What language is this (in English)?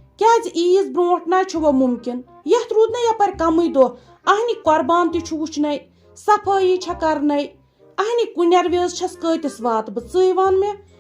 Kashmiri